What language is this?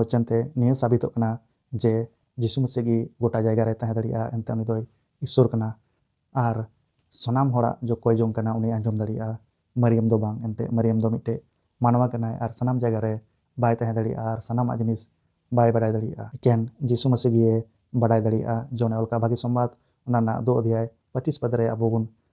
Santali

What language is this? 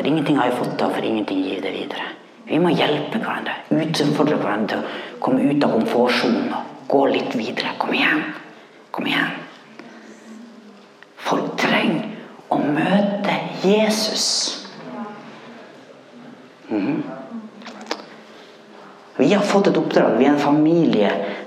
Norwegian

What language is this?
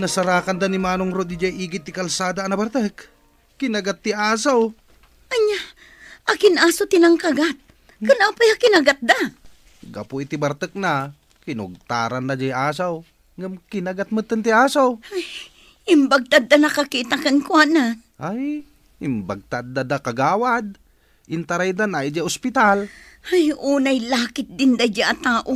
Iloko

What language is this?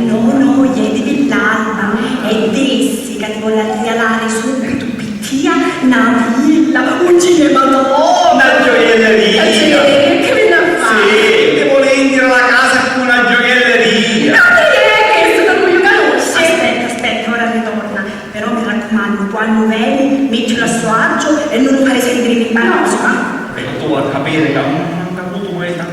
Sicilian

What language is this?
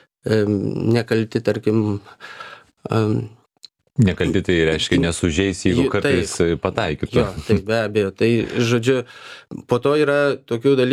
Lithuanian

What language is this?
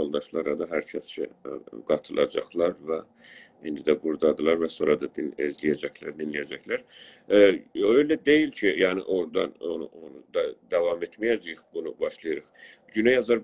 South Azerbaijani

